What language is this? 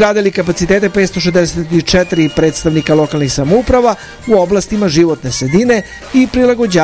Serbian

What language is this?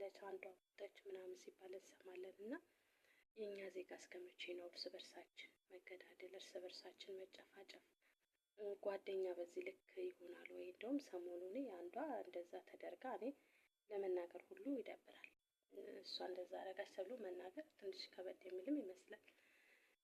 Amharic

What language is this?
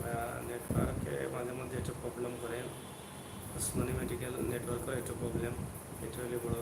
Sylheti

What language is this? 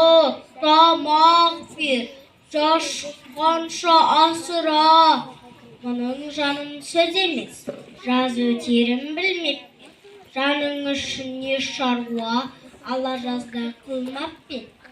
Kazakh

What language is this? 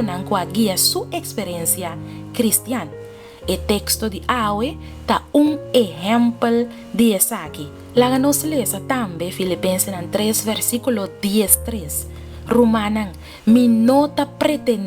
Papiamento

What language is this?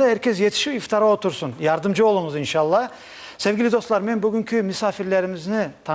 Crimean Tatar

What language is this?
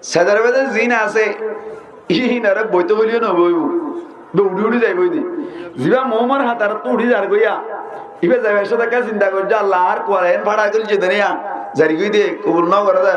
Rohingya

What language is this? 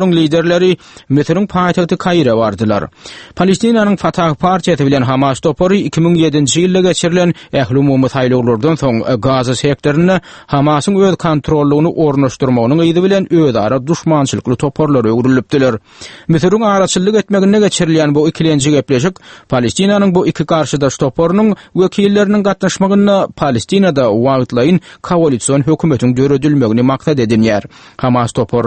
Turkmen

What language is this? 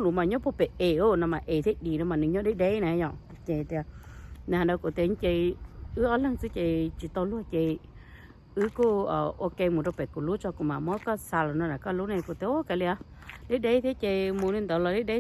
Hmong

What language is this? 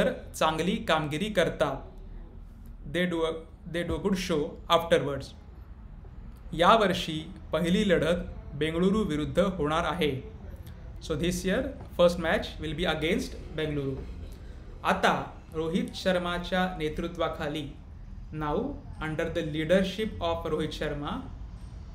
Marathi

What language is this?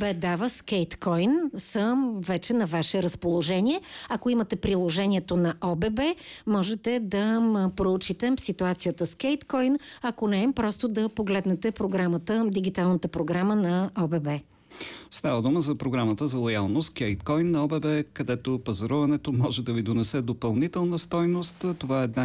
Bulgarian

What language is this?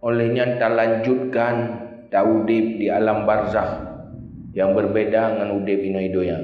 Achinese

